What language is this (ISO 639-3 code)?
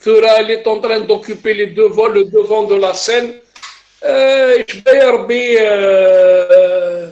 kab